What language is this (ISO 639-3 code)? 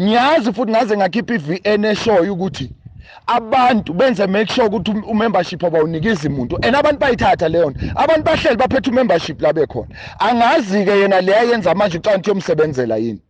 zul